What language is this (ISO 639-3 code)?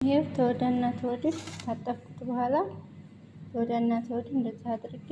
amh